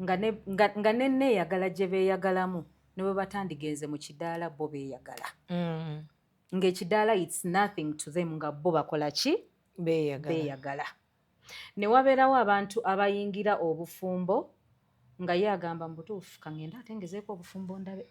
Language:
Ganda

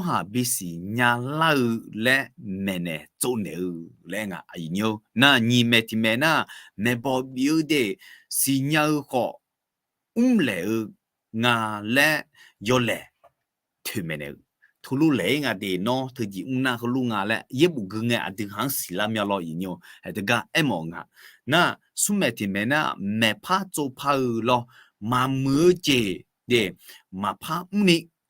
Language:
Akha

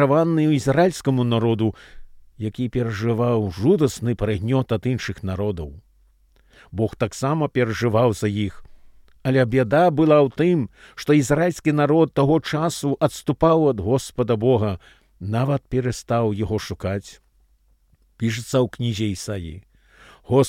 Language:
Belarusian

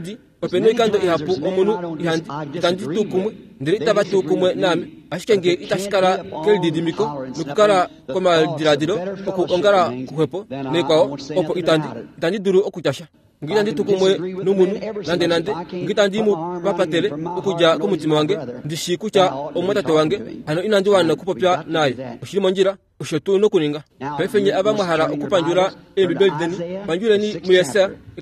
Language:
Kuanyama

